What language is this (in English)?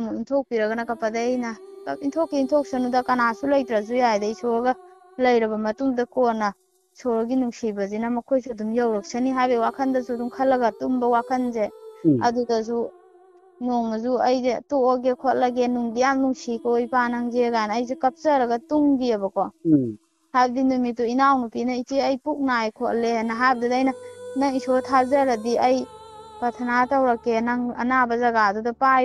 Manipuri